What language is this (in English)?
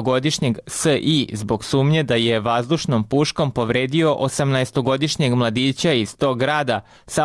Serbian